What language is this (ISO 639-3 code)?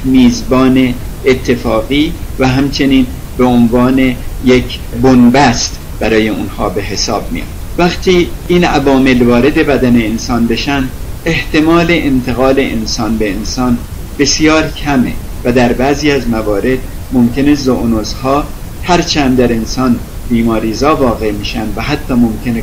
fas